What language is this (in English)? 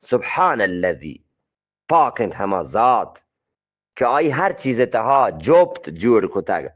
Eastern Balochi